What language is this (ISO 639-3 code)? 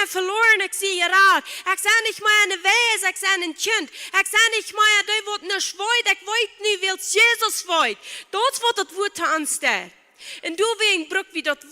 pdt